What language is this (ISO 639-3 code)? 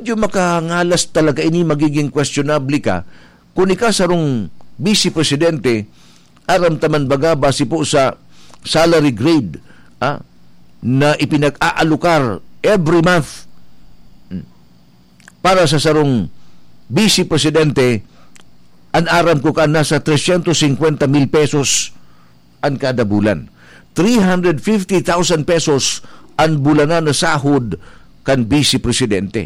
bik